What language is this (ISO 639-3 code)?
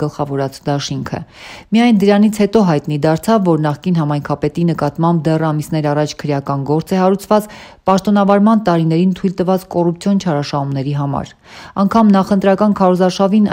hye